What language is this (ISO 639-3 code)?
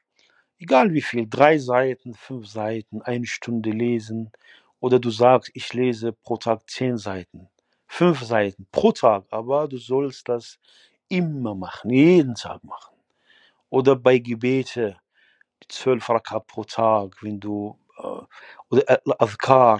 deu